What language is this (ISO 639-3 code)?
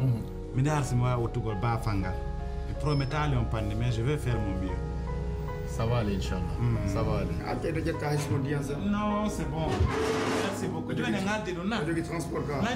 fuf